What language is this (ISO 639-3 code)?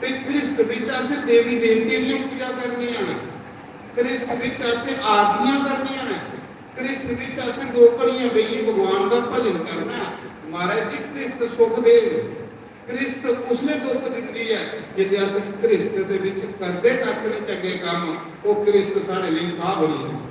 doi